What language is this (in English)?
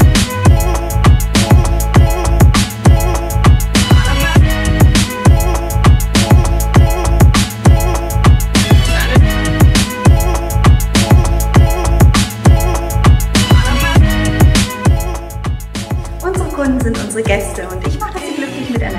German